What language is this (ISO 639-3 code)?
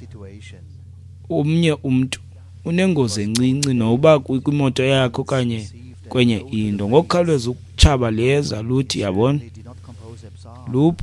xho